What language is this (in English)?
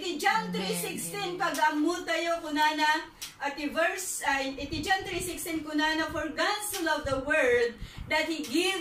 Iloko